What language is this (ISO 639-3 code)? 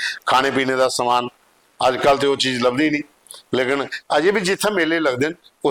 doi